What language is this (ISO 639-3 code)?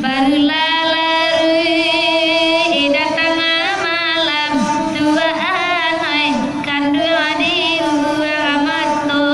min